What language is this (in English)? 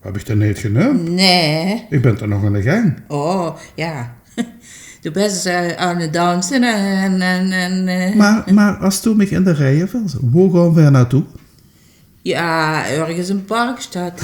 Limburgish